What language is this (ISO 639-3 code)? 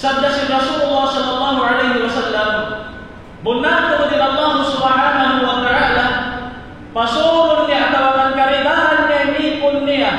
tsg